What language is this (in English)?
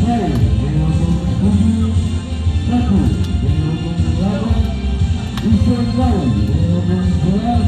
Ambonese Malay